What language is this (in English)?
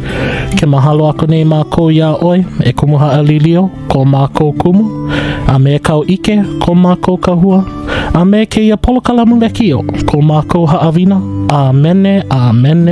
Hawaiian